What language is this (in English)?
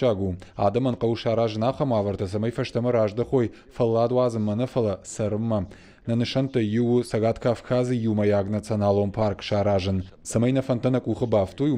Ossetic